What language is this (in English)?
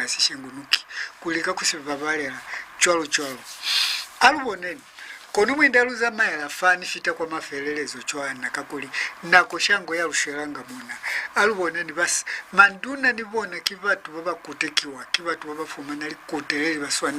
Lozi